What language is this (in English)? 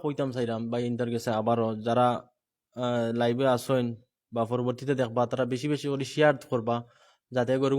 Sylheti